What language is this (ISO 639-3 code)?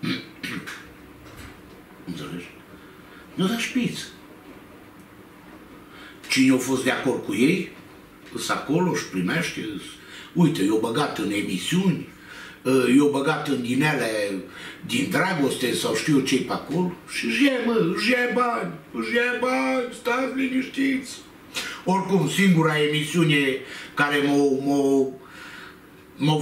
ron